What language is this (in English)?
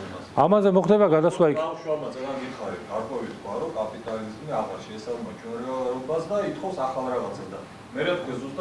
Georgian